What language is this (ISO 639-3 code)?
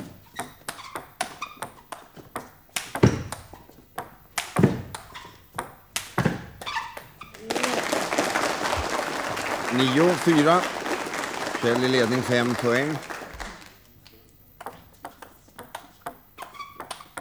swe